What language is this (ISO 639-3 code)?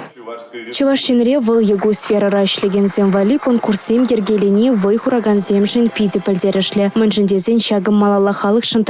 chv